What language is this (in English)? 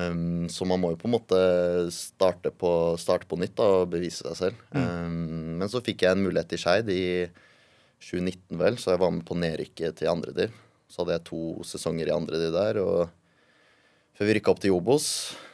Norwegian